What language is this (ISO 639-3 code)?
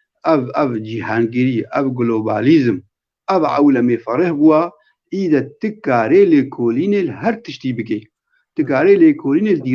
kur